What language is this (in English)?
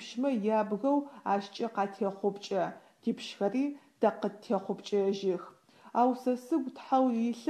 Adyghe